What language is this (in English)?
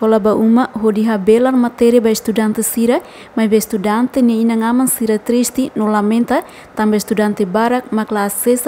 Tetum